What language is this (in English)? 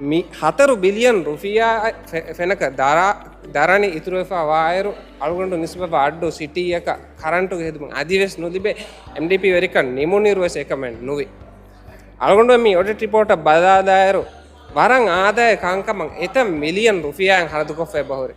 Divehi